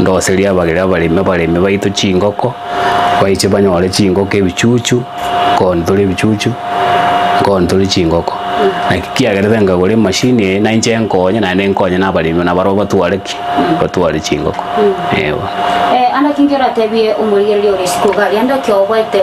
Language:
Gusii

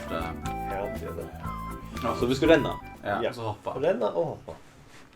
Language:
Faroese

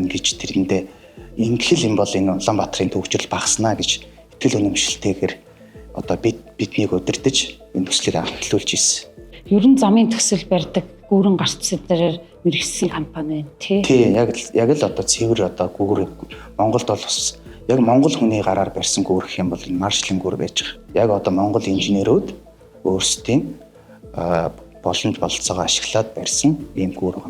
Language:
Mongolian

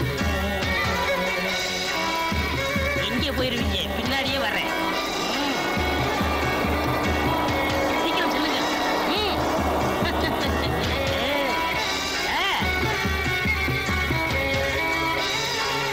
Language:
Tamil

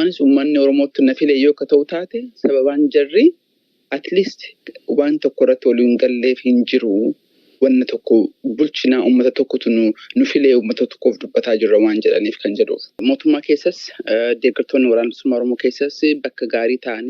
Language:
Oromo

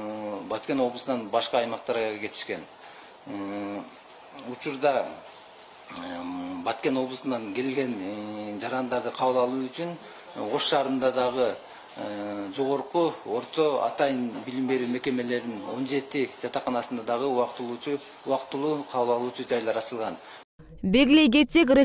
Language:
Kyrgyz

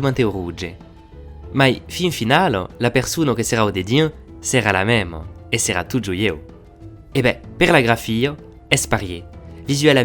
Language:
Occitan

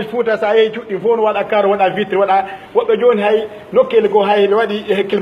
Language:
Pular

